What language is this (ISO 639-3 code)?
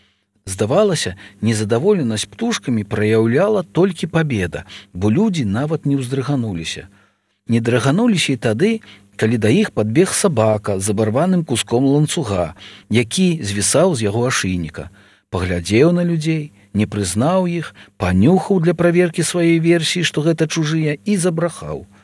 bel